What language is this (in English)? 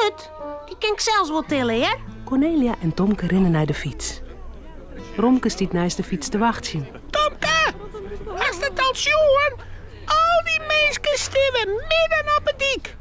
Western Frisian